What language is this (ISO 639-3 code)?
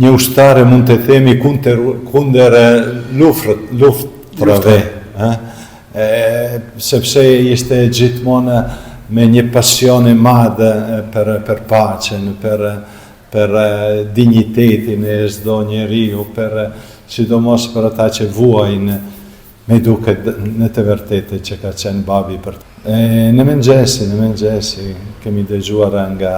sqi